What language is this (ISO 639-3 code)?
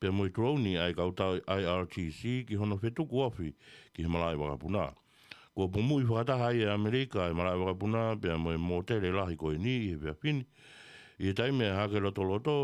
ton